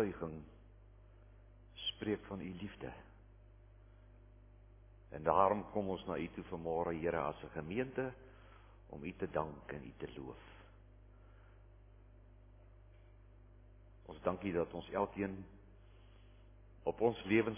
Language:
Afrikaans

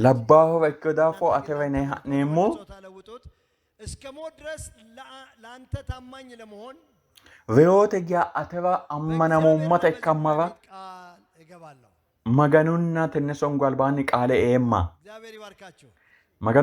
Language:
Sidamo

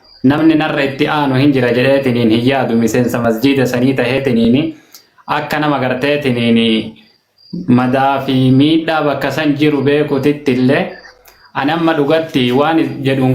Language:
Oromo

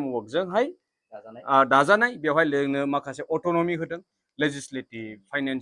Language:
Bodo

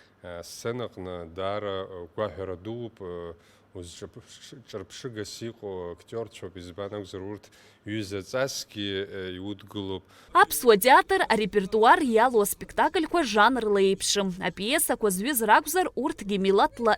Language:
Abkhazian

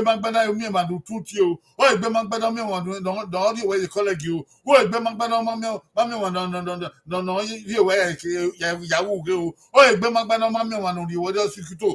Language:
Bini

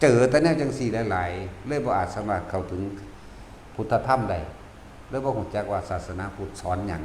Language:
Northeastern Thai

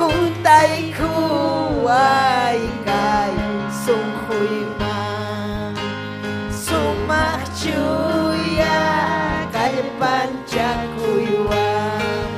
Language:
Ayacucho Quechua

